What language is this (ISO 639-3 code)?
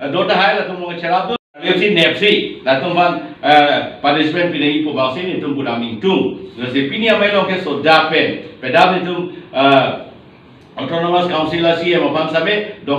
mjw